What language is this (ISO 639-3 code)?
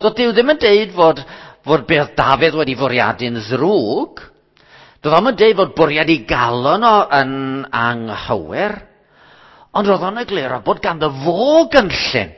cym